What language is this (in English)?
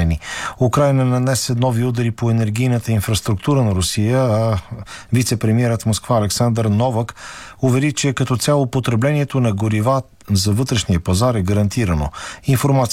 Bulgarian